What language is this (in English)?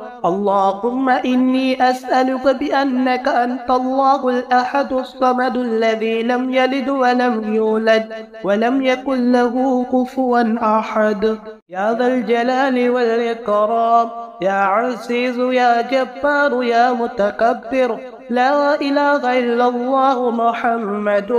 Arabic